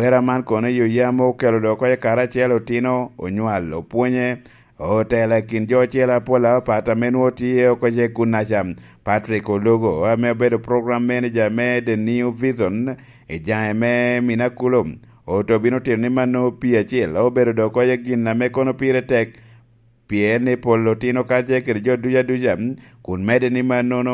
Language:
Lango (Uganda)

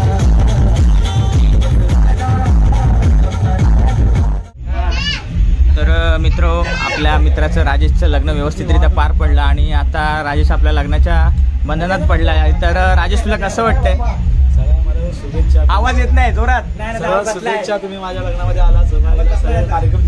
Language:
Marathi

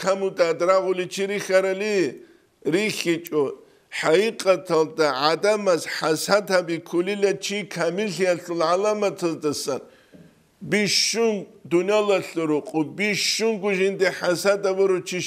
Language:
Avaric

